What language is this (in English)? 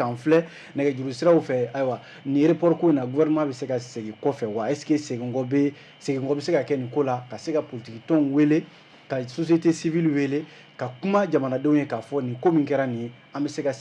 Bambara